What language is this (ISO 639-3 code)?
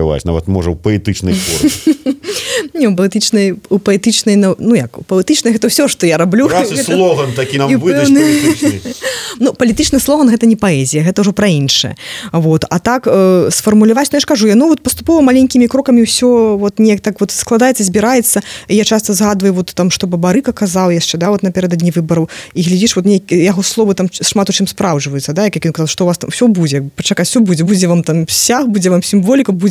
bel